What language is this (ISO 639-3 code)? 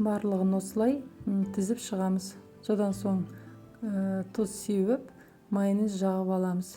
kaz